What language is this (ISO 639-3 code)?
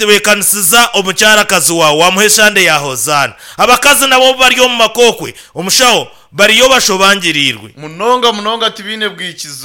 nyn